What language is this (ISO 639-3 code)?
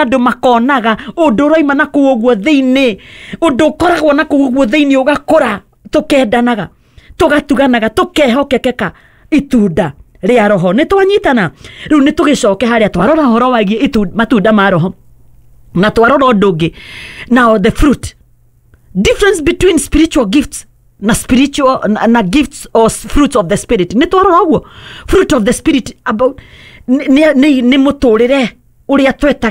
kik